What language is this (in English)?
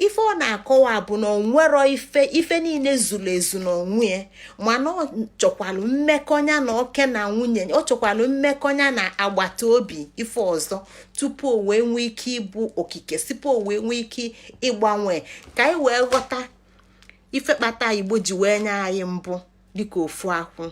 Igbo